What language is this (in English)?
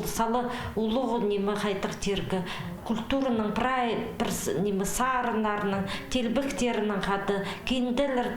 Khakas